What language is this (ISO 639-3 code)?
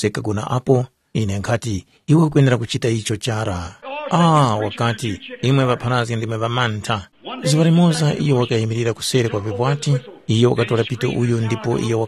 tum